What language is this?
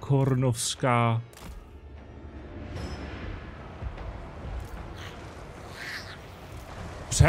Czech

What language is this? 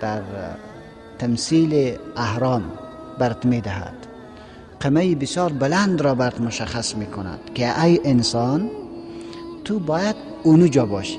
Persian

